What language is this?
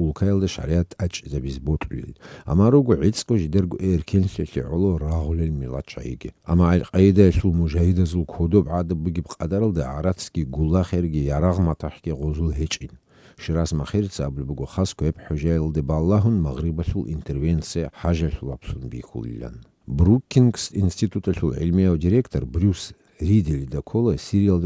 Avaric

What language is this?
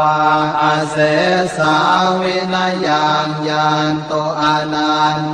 Pali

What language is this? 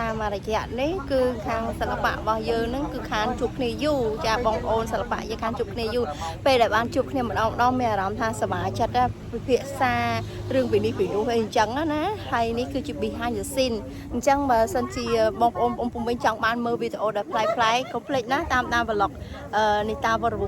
Khmer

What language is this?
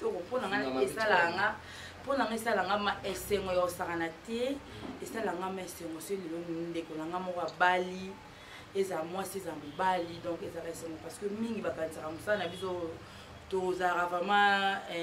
Lingala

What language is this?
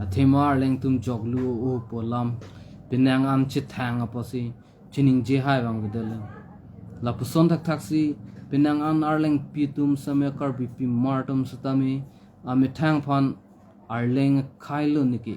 Karbi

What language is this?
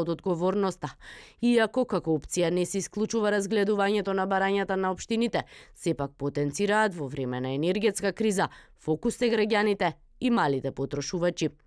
Macedonian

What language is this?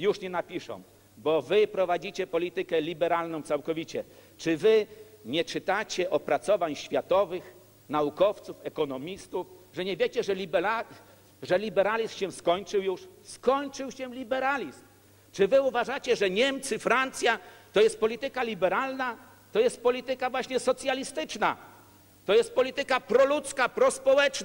Polish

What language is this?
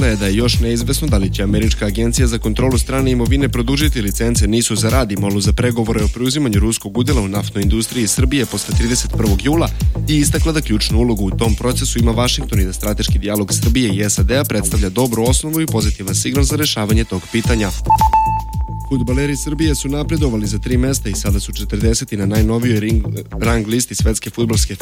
Serbian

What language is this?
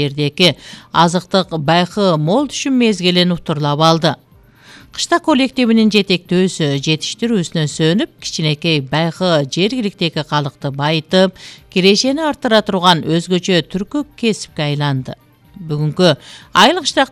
Kyrgyz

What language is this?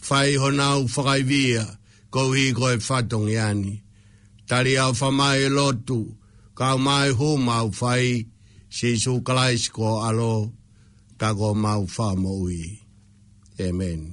Tongan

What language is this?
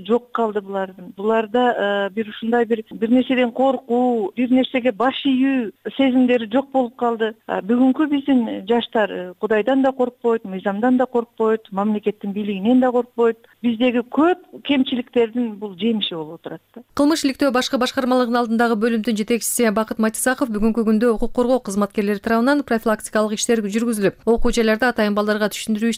Kyrgyz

